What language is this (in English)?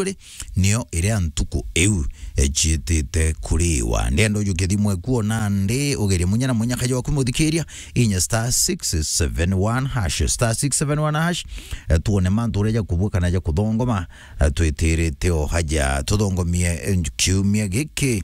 Meru